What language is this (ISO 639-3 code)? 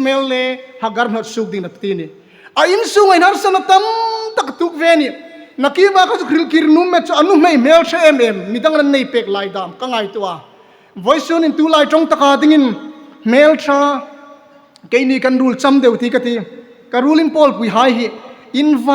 hmr